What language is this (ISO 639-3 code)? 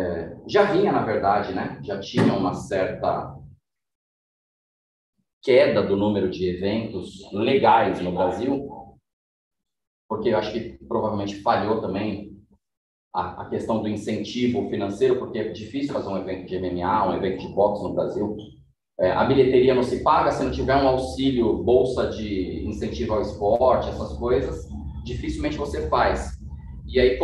por